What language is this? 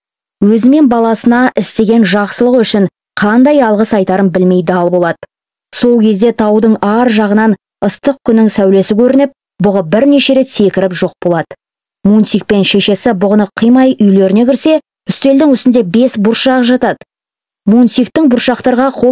Kazakh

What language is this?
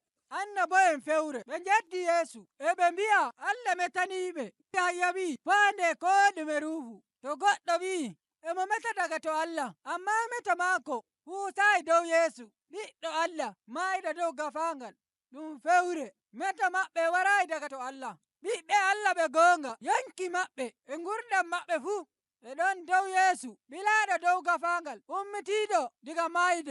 Nigerian Fulfulde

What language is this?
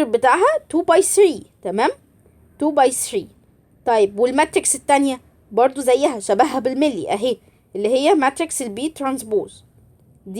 Egyptian Arabic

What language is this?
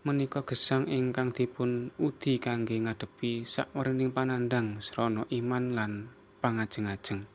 Javanese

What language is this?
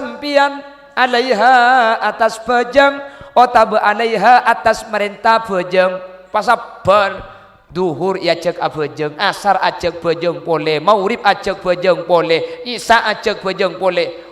Madurese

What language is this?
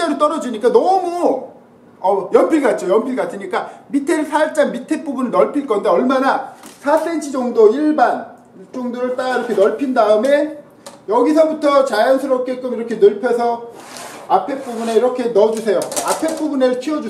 Korean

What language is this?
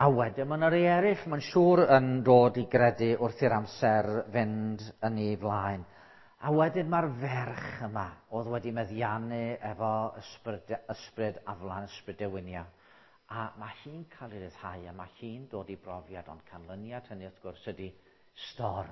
Welsh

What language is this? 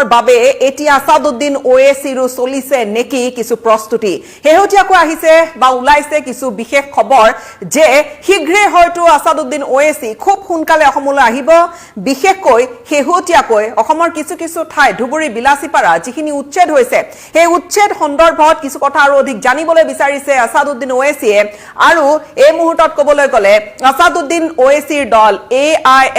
Assamese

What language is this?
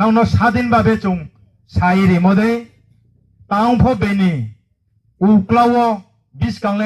Riang (India)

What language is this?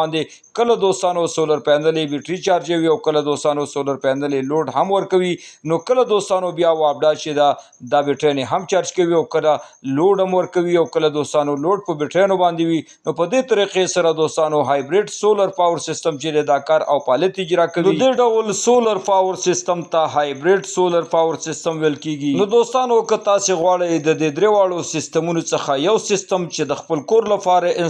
Pashto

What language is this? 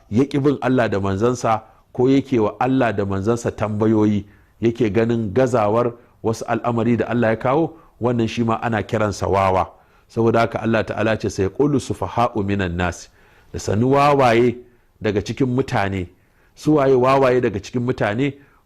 Hausa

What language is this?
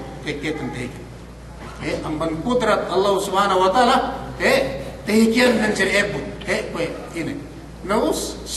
Yakan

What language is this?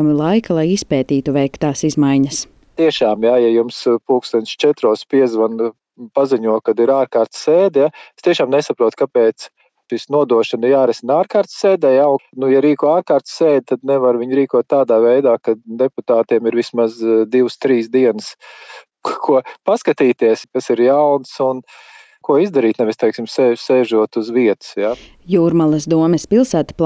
Latvian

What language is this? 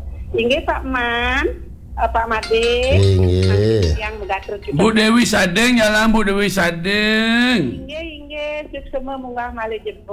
Balinese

